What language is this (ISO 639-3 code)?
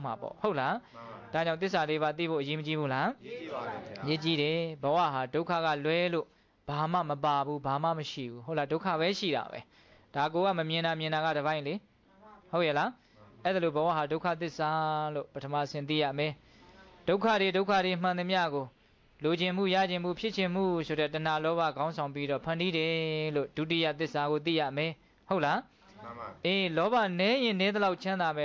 mya